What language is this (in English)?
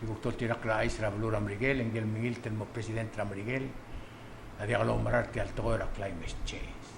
Palauan